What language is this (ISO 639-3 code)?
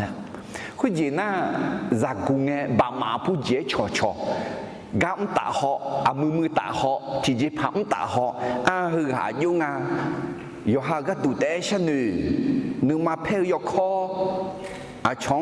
ahk